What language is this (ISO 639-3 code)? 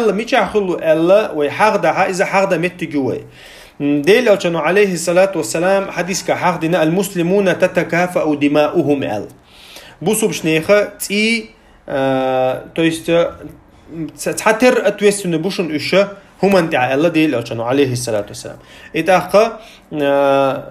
che